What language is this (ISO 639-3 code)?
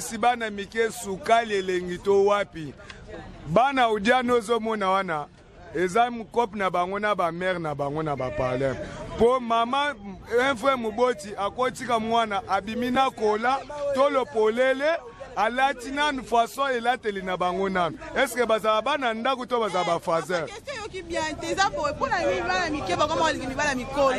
lin